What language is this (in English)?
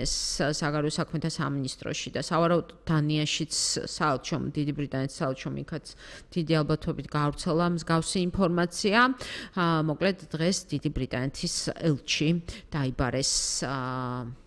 Georgian